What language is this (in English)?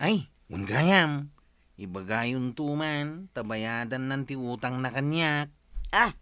Iloko